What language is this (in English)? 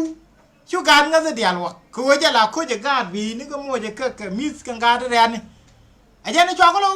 Nuer